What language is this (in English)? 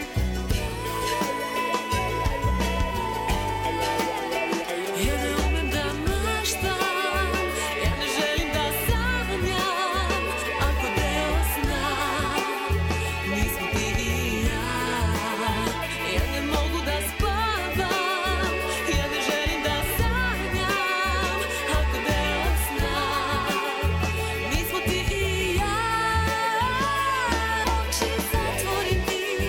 Serbian